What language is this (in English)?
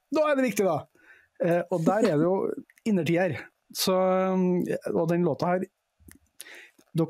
Norwegian